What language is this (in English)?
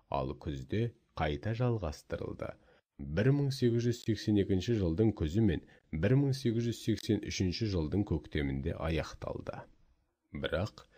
Kazakh